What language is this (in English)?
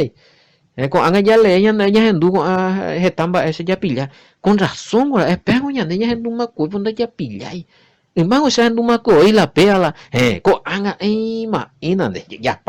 Guarani